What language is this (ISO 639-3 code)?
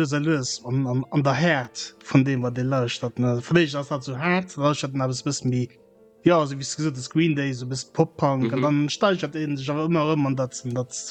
ltz